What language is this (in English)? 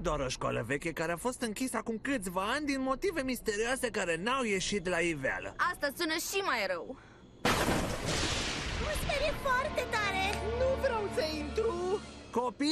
Romanian